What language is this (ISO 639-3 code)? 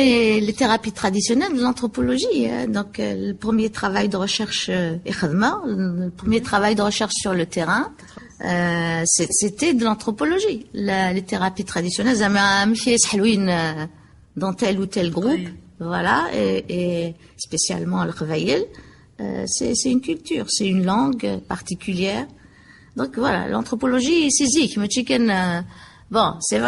kab